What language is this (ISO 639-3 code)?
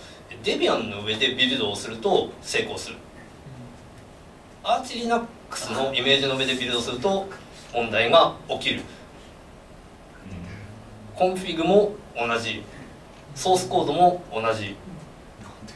jpn